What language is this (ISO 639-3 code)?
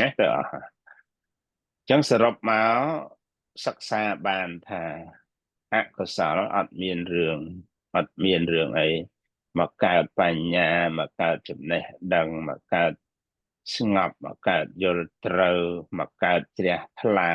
khm